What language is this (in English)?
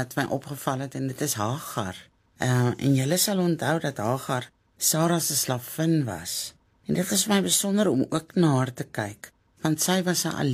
Afrikaans